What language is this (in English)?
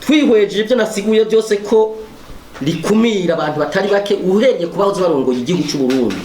Rundi